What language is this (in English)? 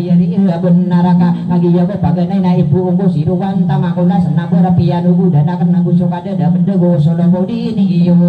Maranao